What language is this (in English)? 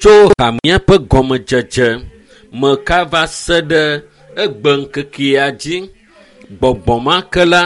Ewe